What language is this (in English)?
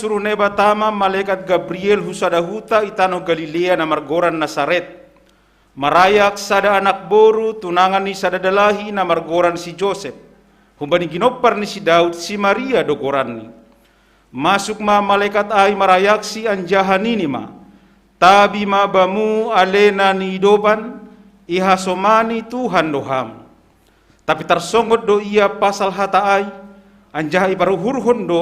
Batak Simalungun